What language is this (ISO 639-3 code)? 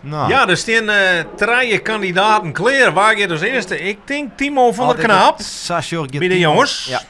fry